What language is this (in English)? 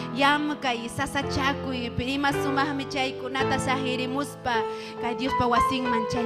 Ayacucho Quechua